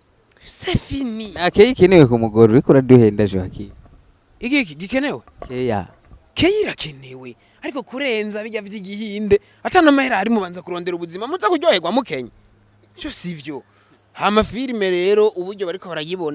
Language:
Rundi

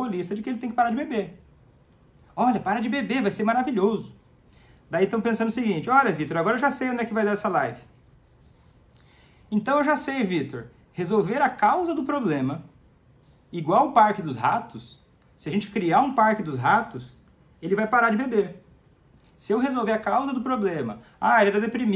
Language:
Portuguese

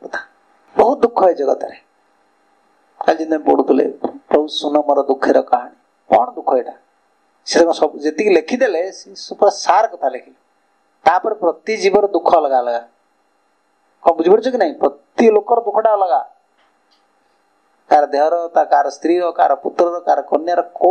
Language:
Odia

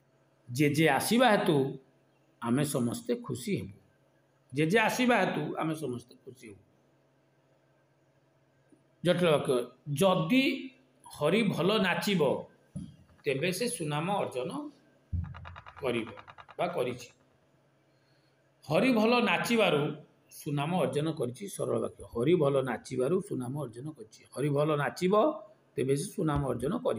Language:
Odia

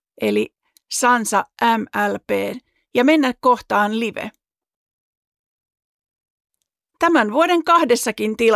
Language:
Finnish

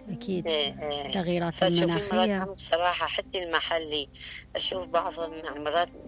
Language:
Mesopotamian Arabic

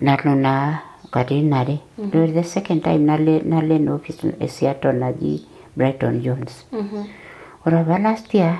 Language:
Masai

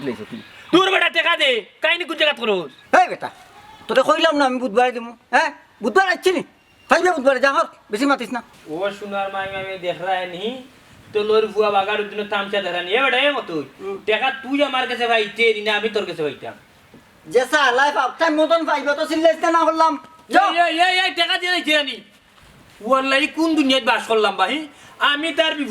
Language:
Sylheti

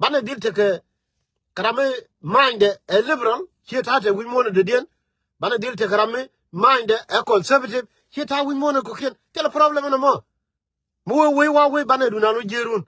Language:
Nuer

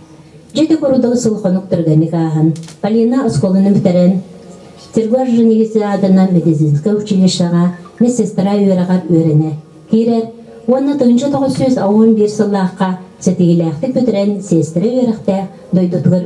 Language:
Yakut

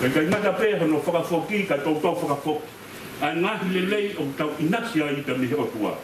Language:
Tongan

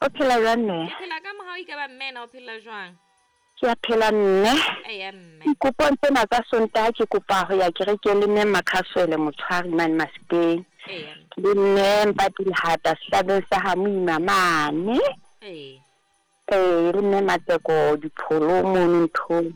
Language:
Southern Sotho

